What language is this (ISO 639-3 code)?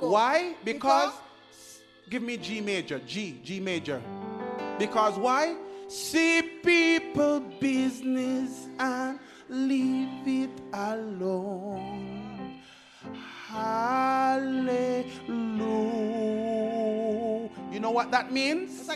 pap